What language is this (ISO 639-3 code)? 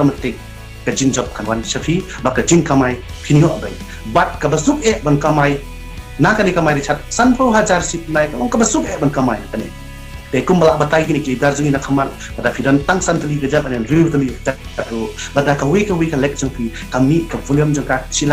kha